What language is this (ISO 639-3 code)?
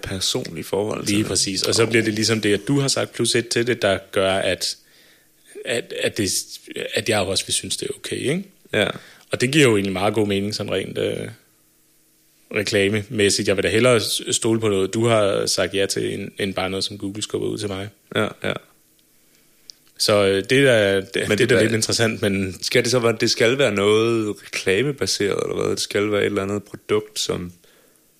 dan